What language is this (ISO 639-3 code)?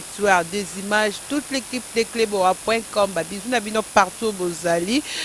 lin